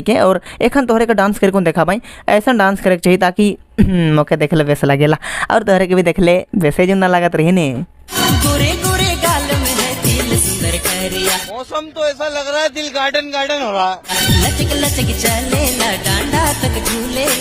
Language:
Sadri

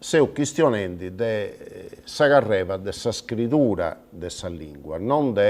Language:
Sardinian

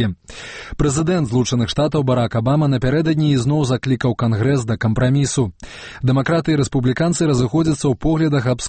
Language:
Belarusian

